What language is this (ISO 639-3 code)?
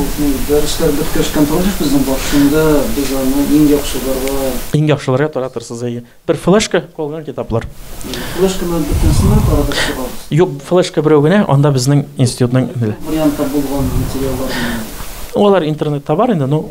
tat